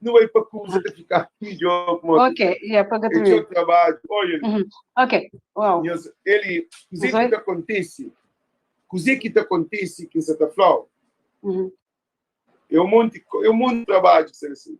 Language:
Kabuverdianu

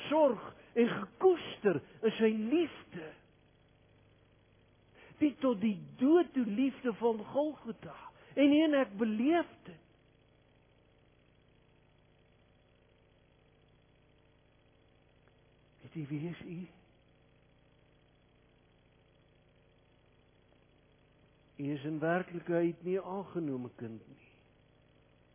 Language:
Afrikaans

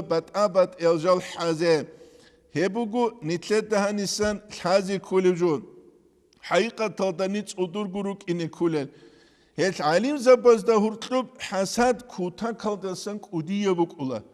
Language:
Avaric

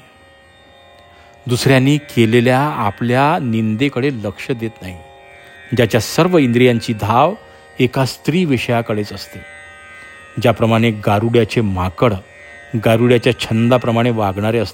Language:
Marathi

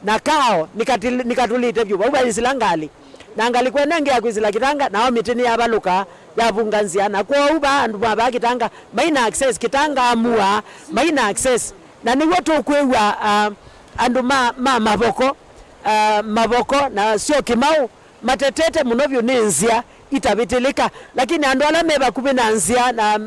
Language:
Kamba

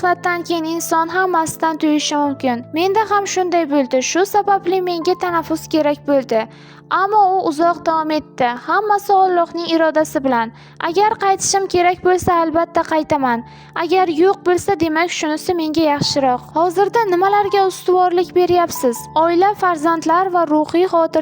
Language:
Uzbek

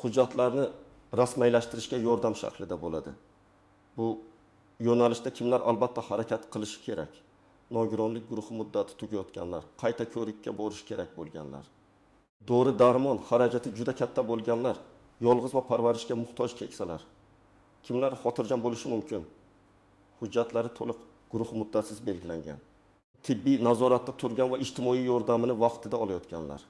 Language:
Uzbek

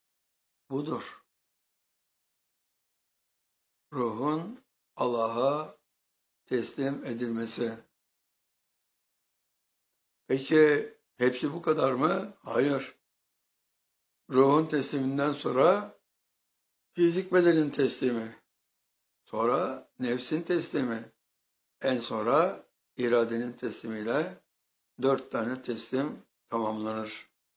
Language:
Turkish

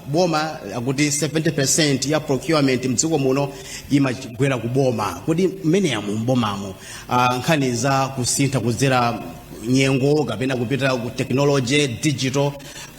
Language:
Nyanja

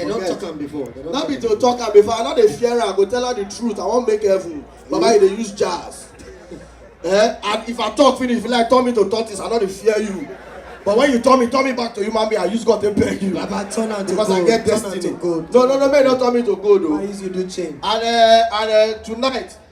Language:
Nigerian Pidgin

